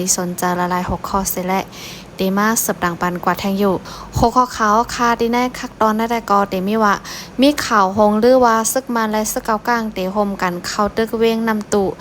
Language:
Shan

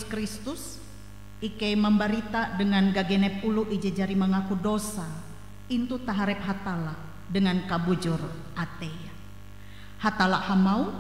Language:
Ngaju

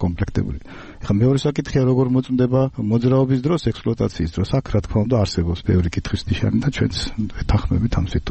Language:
Georgian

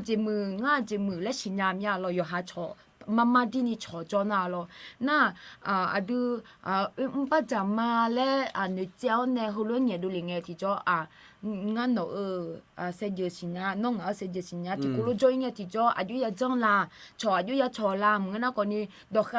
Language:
Akha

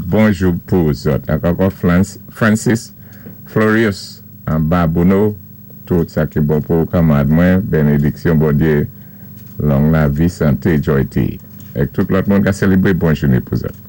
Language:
Saint Lucian Creole French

